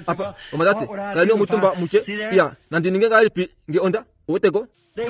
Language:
Kuanyama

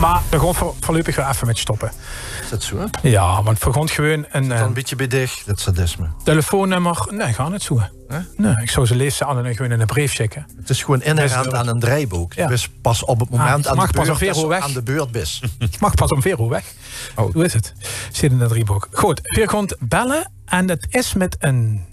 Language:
Limburgish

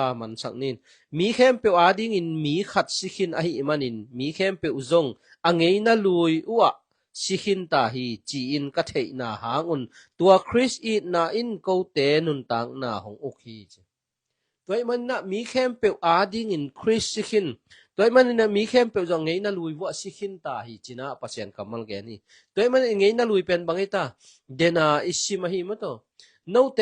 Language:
Tedim Chin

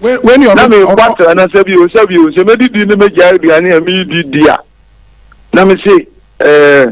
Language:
Akan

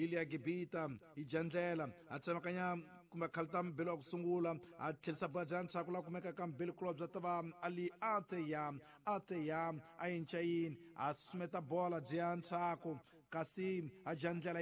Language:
Tsonga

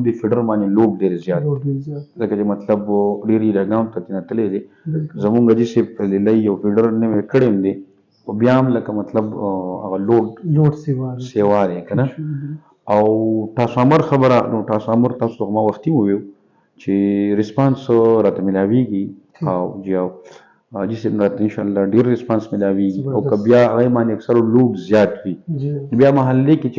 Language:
Pashto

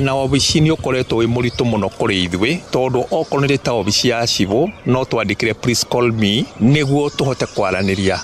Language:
Kikuyu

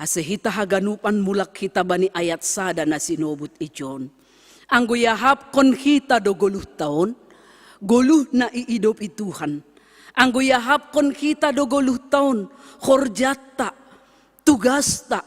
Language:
Batak Simalungun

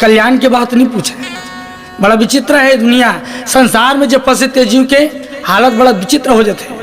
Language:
Chhattisgarhi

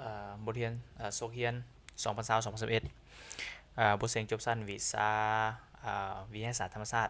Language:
Lao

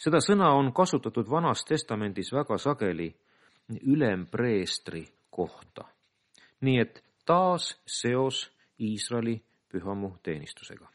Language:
Estonian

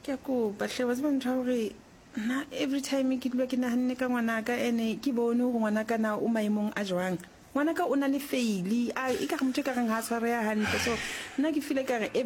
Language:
Southern Sotho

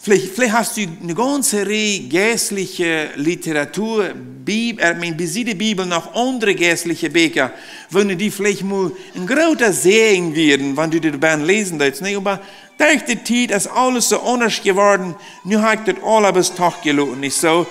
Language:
Plautdietsch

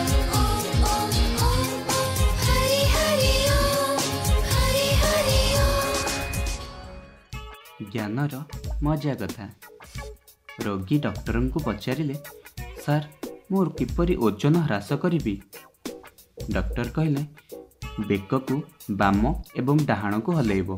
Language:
Odia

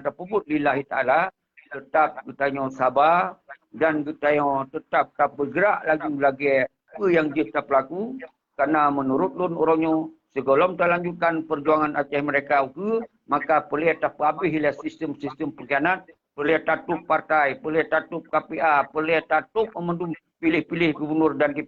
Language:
Achinese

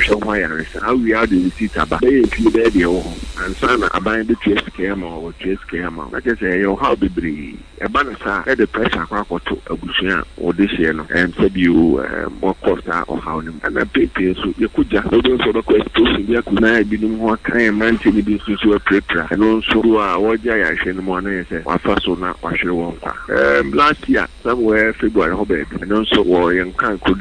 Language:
Akan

